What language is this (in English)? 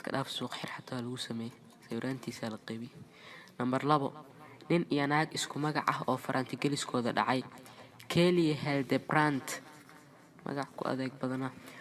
Somali